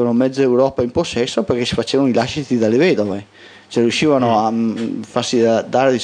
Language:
Italian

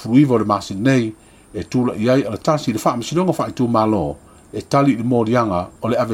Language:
Samoan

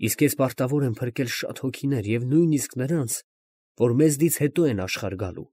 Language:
Armenian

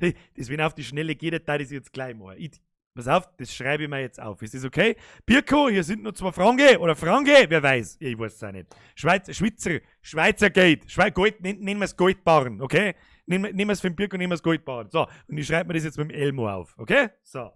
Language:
Bavarian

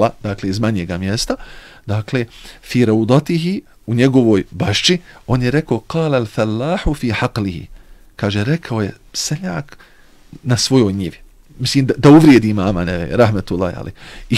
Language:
Bosnian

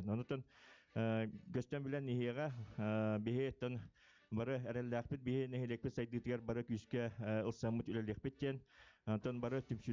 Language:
Yakut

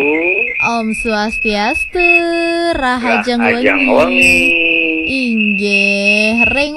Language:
Balinese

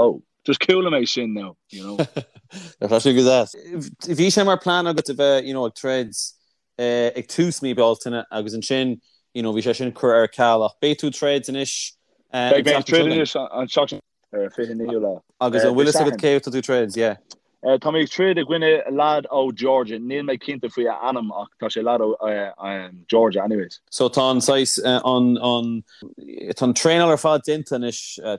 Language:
Irish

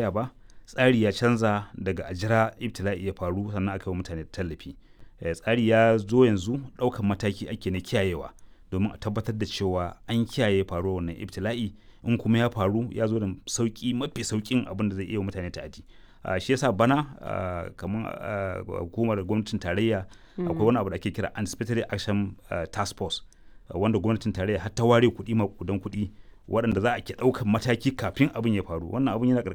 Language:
Hausa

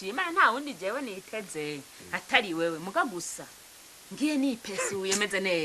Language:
Rundi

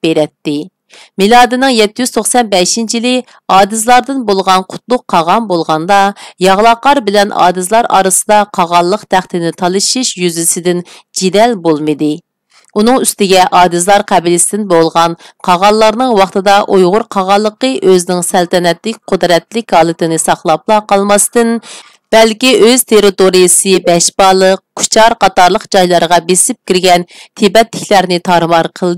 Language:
Uyghur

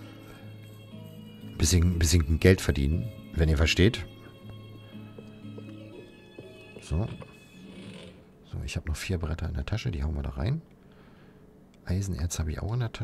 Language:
German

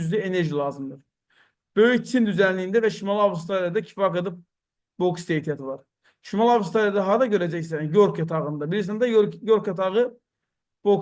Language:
Azerbaijani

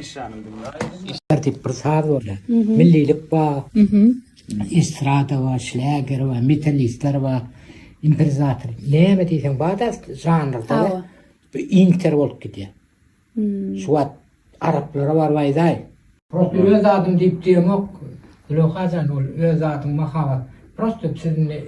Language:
Turkmen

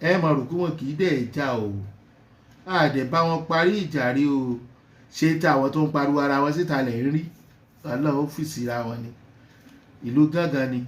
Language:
Yoruba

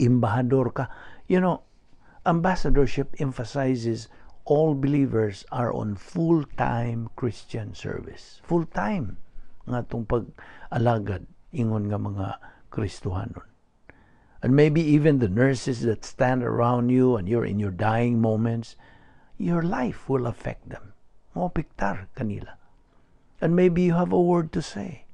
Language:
Cebuano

